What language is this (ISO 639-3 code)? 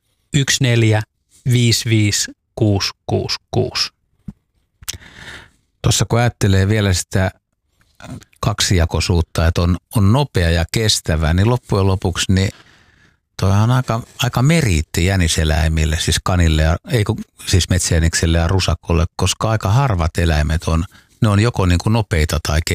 fin